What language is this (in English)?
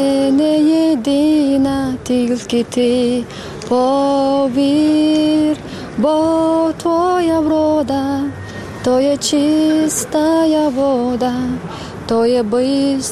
Ukrainian